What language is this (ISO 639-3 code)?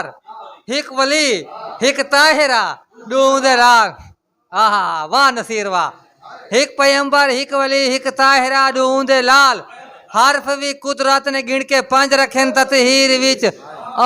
skr